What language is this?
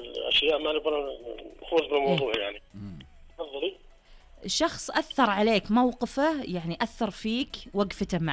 Najdi Arabic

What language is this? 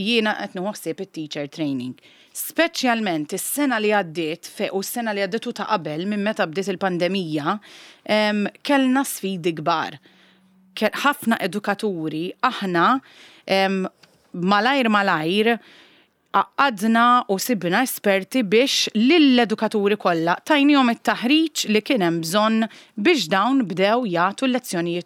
Maltese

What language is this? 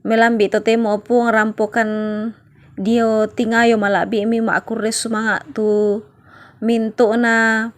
Toraja-Sa'dan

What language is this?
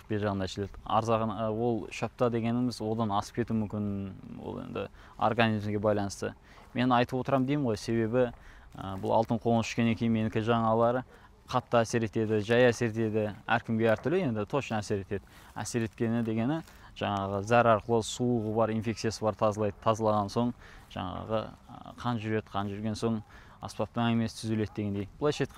Kazakh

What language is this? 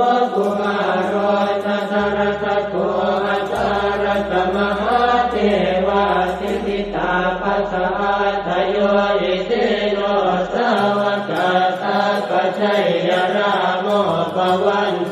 Pali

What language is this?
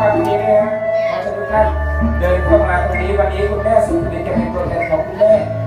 Thai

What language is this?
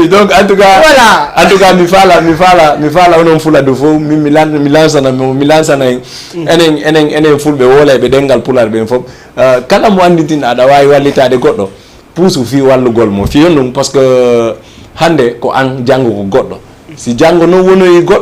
Fula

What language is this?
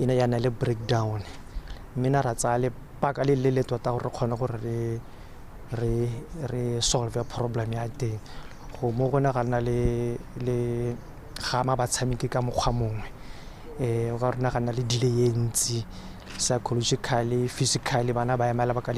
Tswana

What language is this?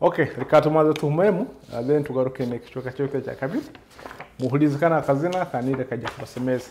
Nyoro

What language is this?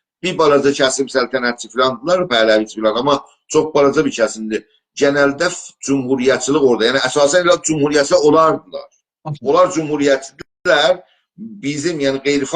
South Azerbaijani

